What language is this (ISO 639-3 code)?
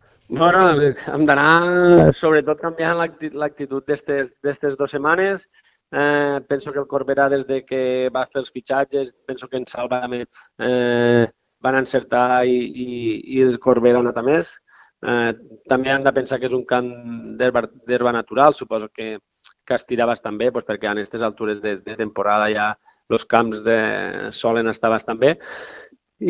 cat